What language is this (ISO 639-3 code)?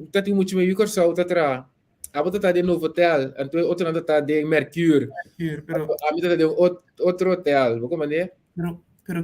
pap